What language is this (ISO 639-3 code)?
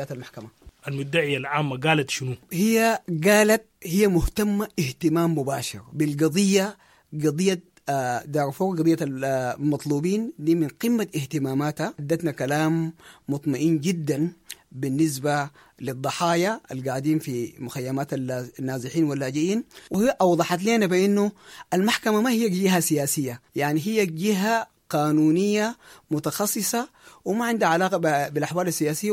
apd